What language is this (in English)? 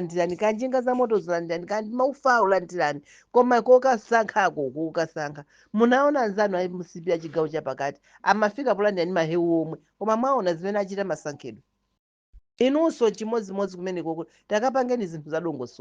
Nyanja